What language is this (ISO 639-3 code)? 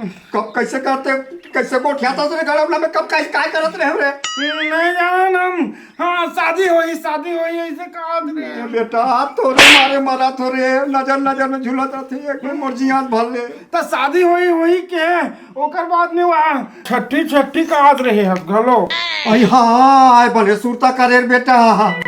hne